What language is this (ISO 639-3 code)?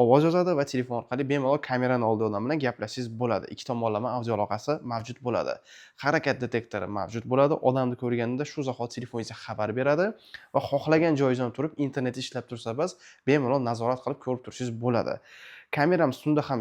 uzb